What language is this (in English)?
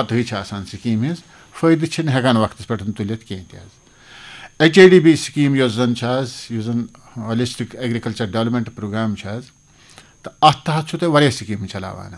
Kashmiri